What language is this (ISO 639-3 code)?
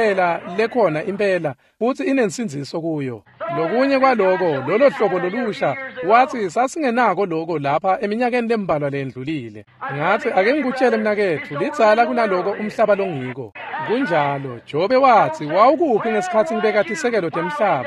ssw